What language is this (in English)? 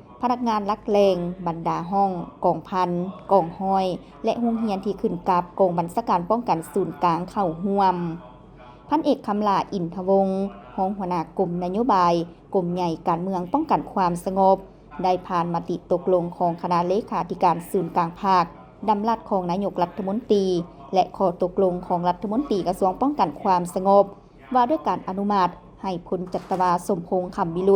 Lao